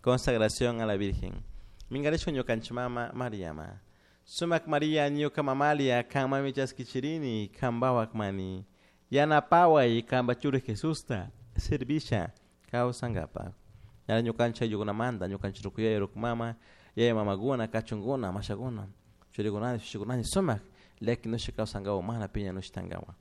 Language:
Chimborazo Highland Quichua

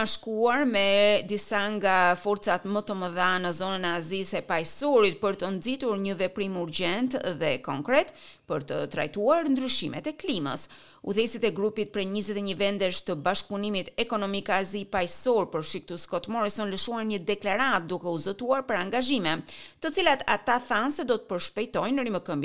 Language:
Albanian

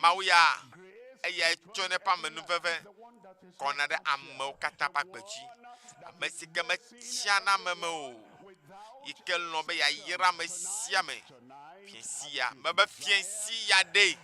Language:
Ewe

